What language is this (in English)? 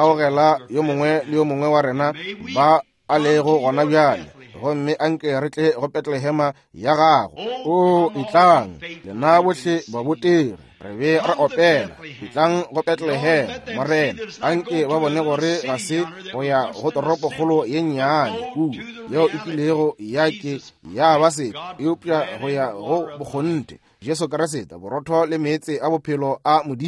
Northern Sotho